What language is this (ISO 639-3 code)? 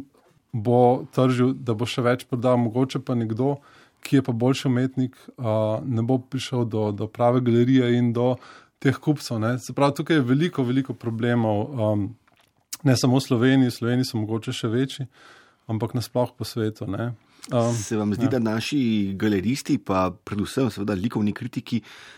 slv